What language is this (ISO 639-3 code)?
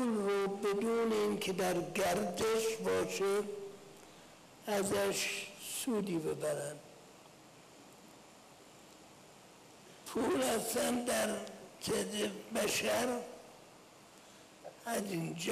fas